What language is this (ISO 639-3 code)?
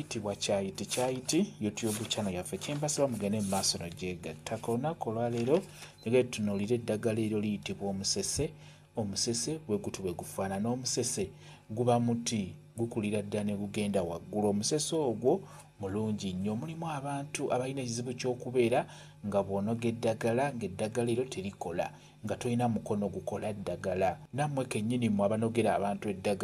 lug